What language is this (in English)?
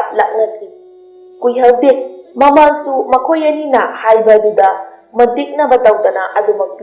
Manipuri